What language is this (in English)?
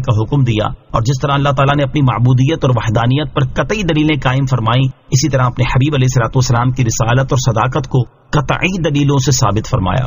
Urdu